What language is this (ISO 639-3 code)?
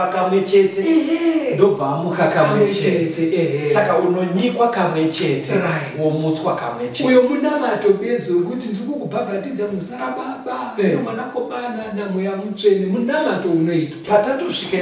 sna